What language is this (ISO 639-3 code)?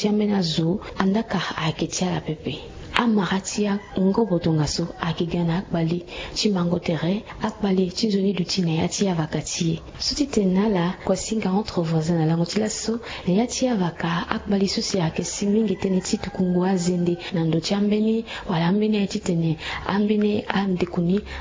sag